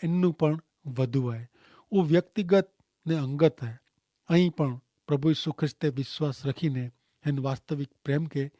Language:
Kachhi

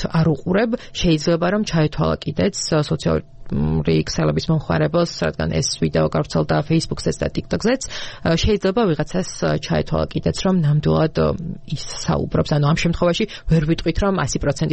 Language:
Georgian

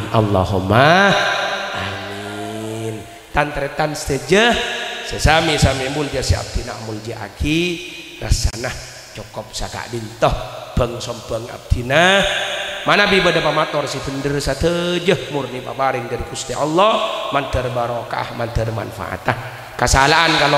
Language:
Madurese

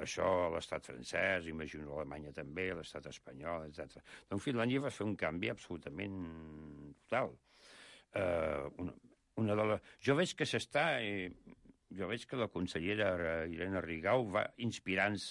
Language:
Catalan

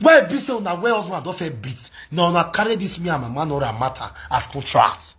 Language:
Nigerian Pidgin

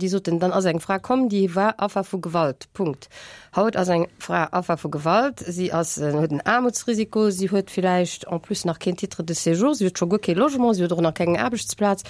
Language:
Luxembourgish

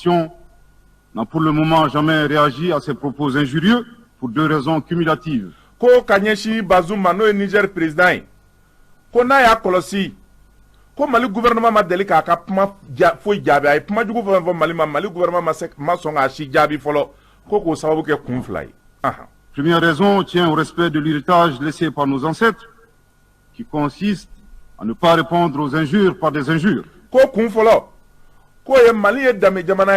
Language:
Bambara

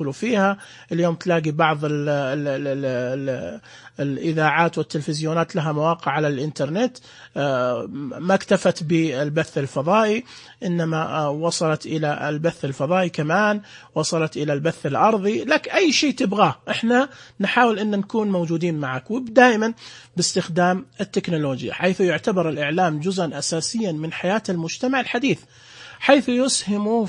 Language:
Najdi Arabic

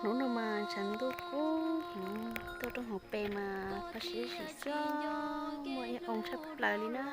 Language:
Hmong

